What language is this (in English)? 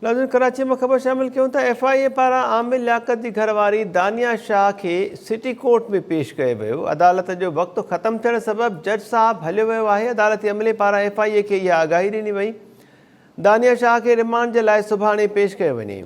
Sindhi